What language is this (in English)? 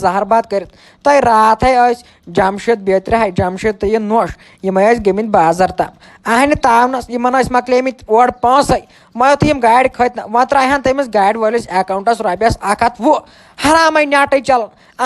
Kashmiri